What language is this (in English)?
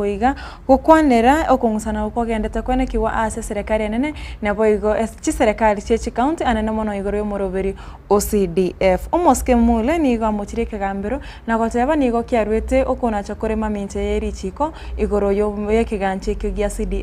Gusii